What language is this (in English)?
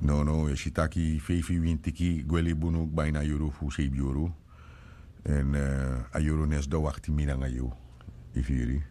Sranan Tongo